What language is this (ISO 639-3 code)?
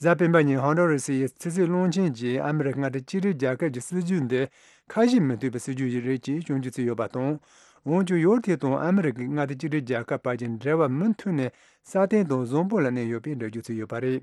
bod